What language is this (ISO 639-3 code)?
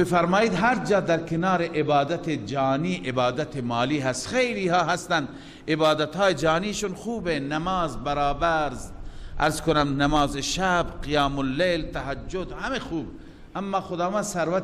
fas